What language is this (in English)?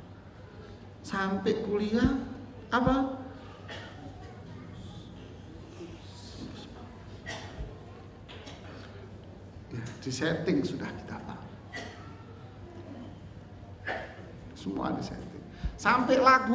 Indonesian